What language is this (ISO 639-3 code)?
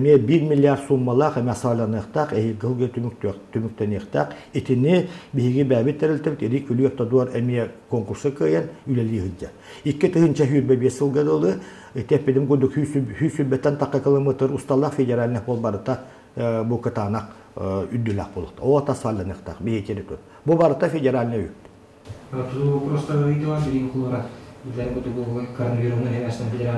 sah